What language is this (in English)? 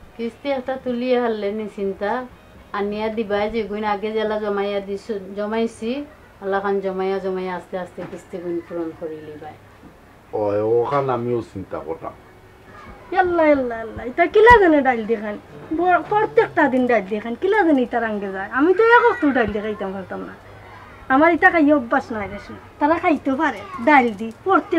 Sylheti